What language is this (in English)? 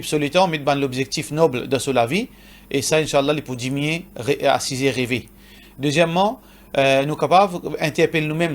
Morisyen